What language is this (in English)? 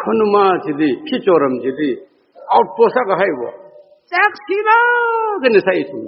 Tangkhul Naga (India)